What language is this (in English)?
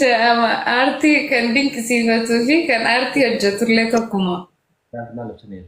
Oromo